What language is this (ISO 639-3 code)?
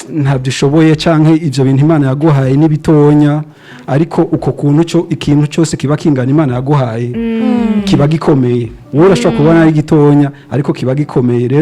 run